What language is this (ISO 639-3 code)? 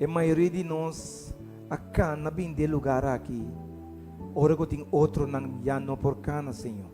pap